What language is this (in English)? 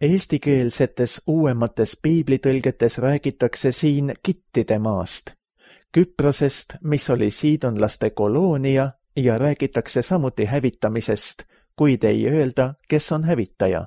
Estonian